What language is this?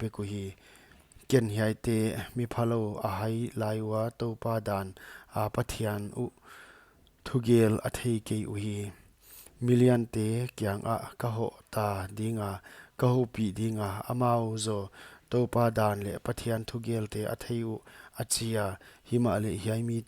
Paite Chin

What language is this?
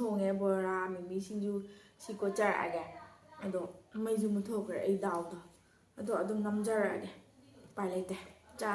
Manipuri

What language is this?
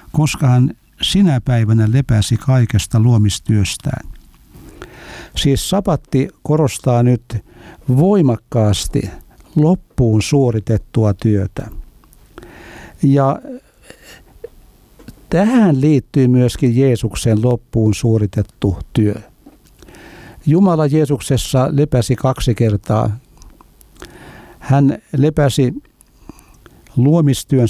Finnish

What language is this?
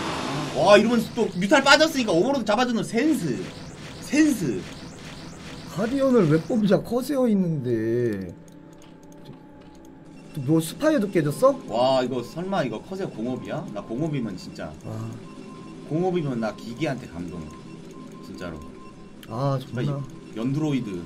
Korean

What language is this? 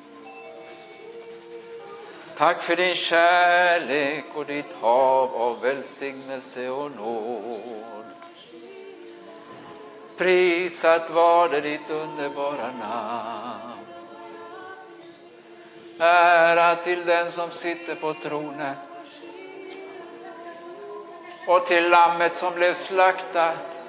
Swedish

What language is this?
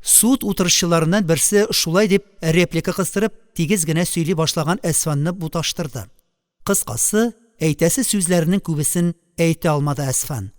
Tatar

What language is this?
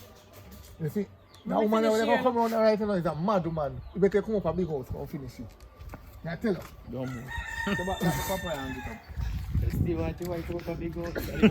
Jamaican Creole English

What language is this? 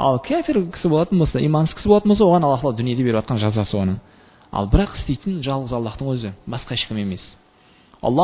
Kazakh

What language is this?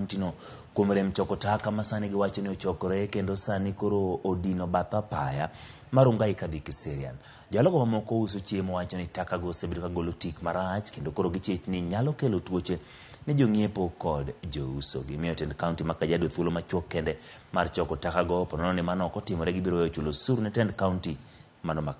Luo (Kenya and Tanzania)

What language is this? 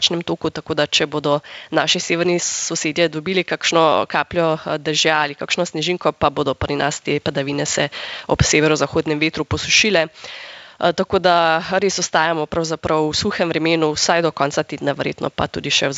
Slovenian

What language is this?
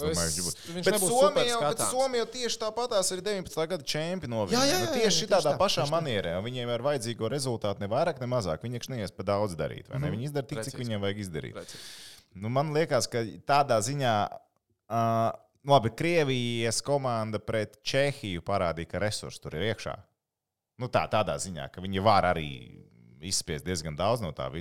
Latvian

